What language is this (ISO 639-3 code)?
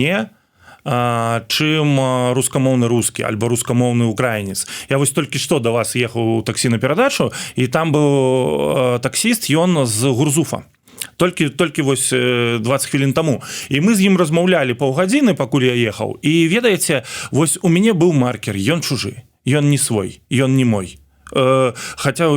bel